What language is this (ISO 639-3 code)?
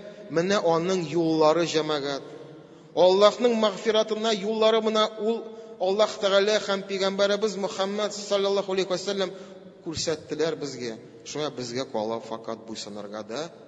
tat